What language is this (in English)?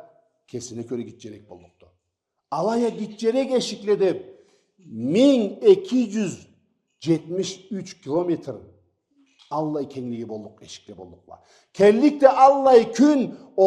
Karachay-Balkar